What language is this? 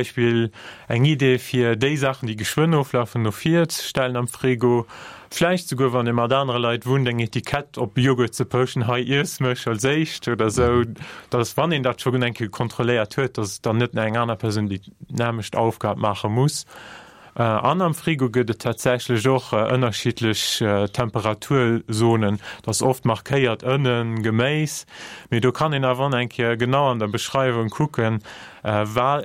Luxembourgish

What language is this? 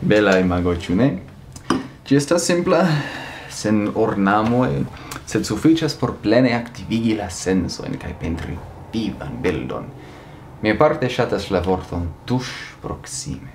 Esperanto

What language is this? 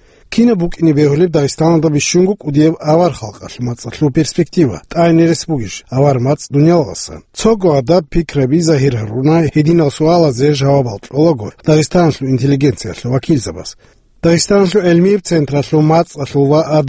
Avaric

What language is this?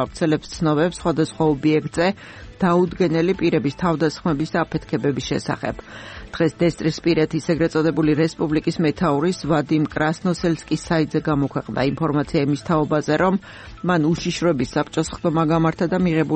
Georgian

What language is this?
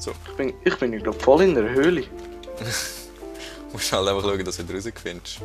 Swiss German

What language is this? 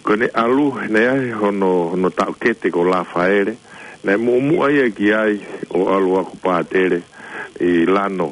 Tongan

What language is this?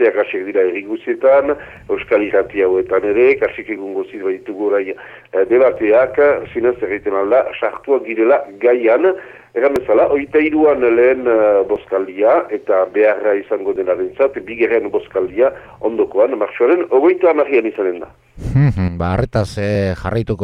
Basque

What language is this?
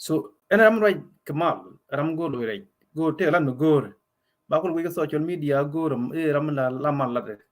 Nuer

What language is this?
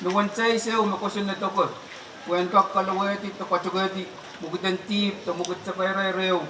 Pohnpeian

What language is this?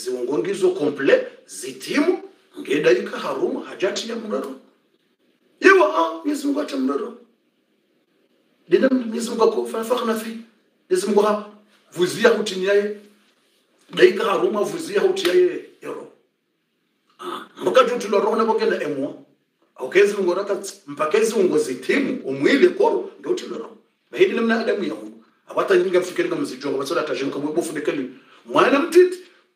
Swahili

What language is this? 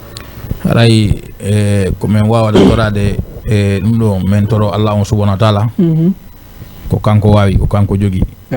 Fula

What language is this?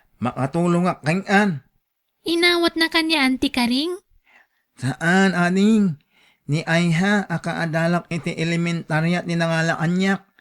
Iloko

